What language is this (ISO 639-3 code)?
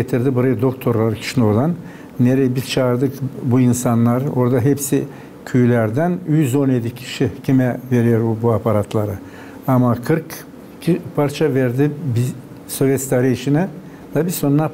gag